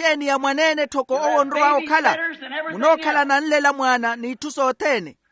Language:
Makhuwa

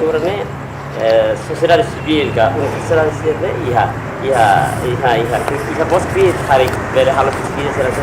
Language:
Tetum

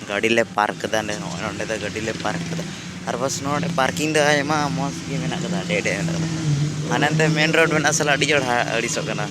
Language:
Santali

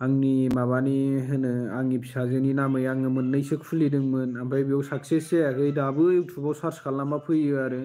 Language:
Bodo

